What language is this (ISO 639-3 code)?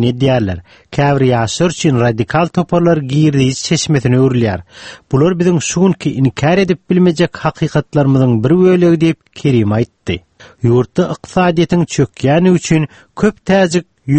tuk